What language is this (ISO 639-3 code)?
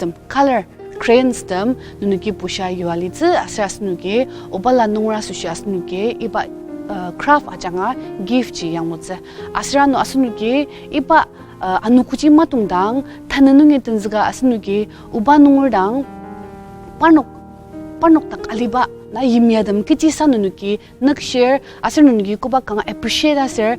njo